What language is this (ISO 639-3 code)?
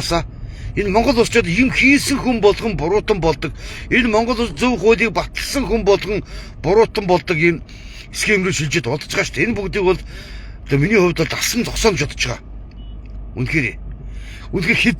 mon